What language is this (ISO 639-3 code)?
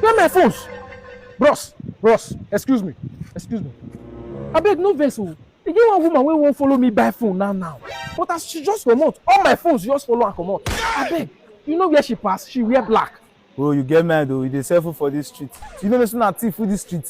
pcm